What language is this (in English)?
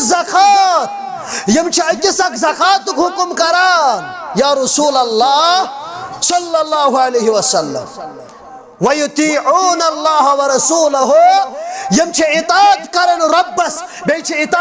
Kashmiri